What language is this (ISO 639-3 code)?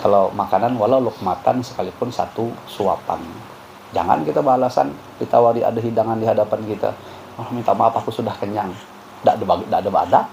bjn